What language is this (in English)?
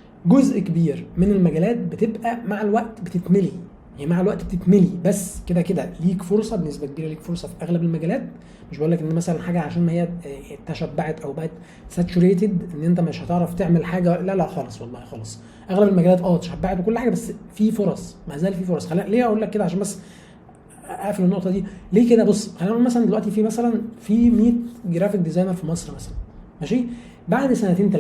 Egyptian Arabic